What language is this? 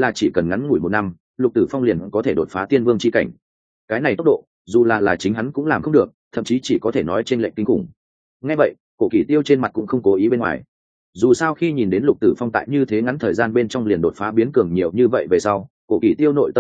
Vietnamese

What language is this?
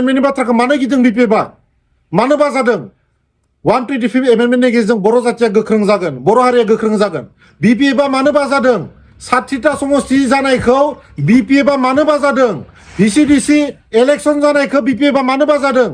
Bodo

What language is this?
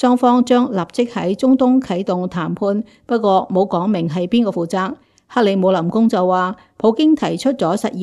Cantonese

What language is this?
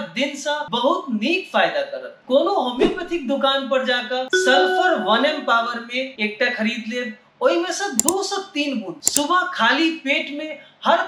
Maithili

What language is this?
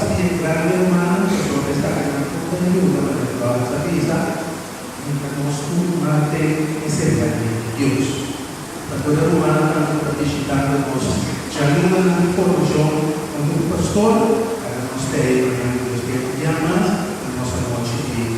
Papiamento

